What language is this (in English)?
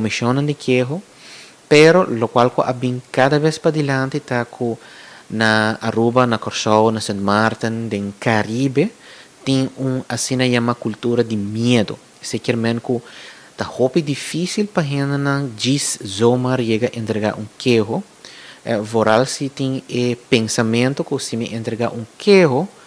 Papiamento